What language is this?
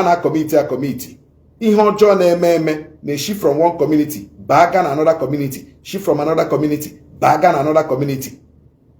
Igbo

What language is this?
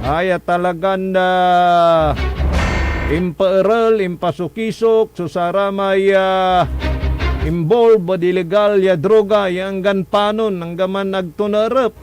Pangasinan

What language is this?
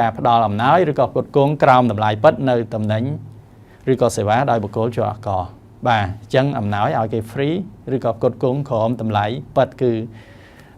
Khmer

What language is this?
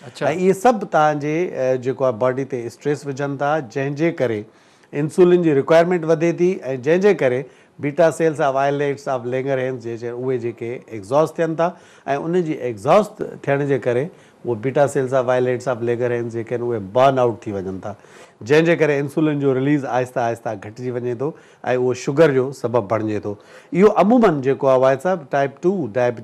Sindhi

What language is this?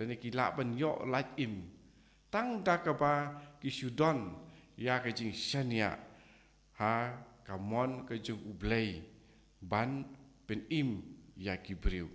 Khasi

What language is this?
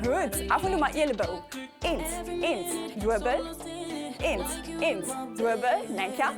Luxembourgish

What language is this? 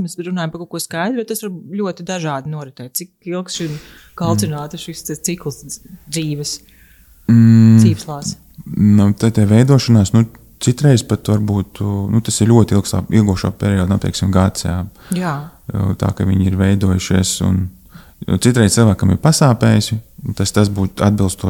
Latvian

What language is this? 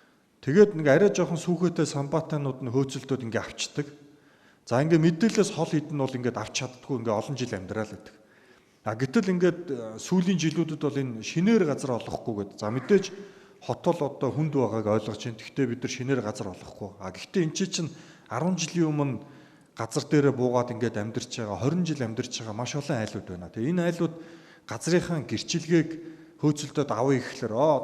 Mongolian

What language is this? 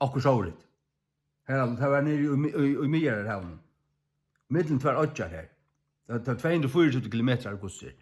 Faroese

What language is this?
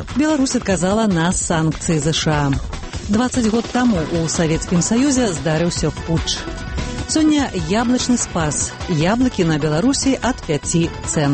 Belarusian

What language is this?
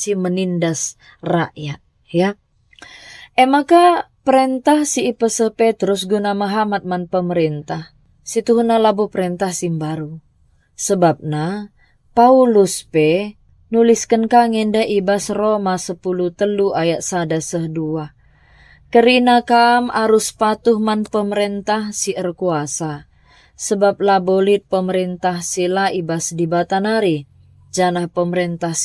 Batak Karo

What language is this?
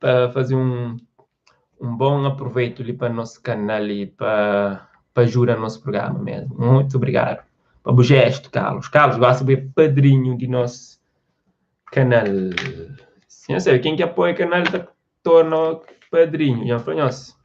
Kabuverdianu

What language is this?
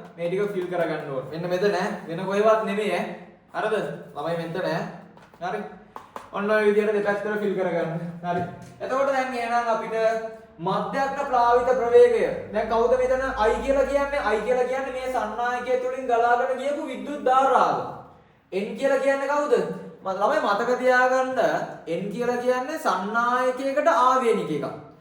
Sinhala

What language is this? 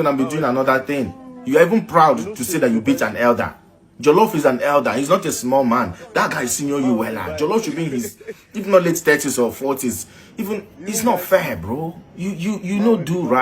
Nigerian Pidgin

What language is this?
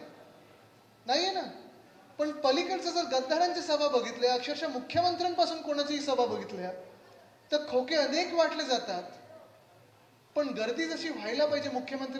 Marathi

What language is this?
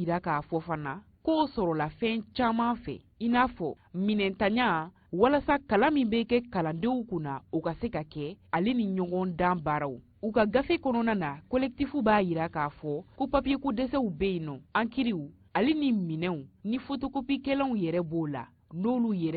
Bambara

